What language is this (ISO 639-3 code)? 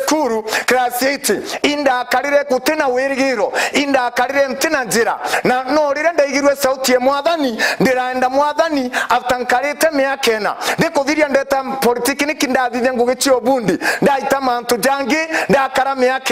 mer